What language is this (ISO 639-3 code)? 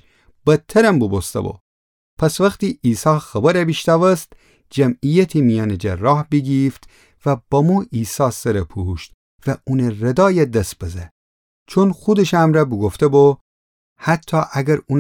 glk